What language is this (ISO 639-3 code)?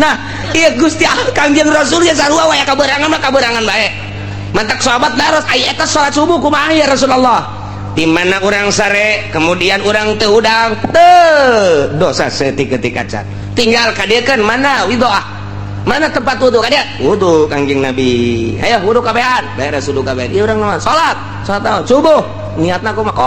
sun